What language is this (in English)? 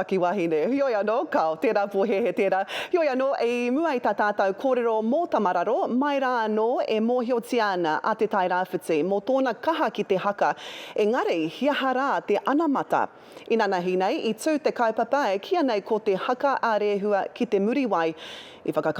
Māori